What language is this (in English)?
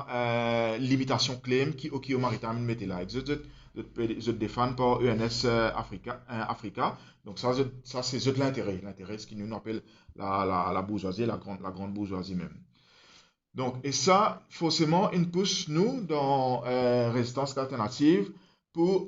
Morisyen